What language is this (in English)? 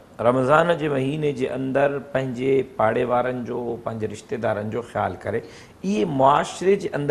Sindhi